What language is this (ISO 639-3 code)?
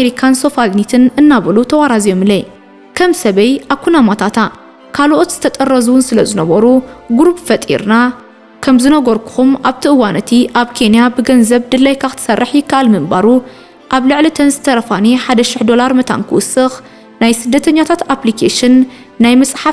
tir